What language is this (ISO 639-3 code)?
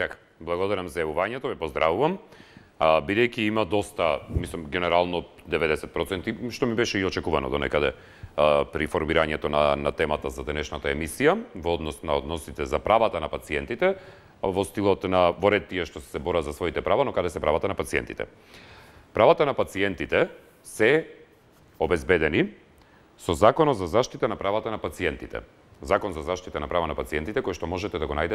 mkd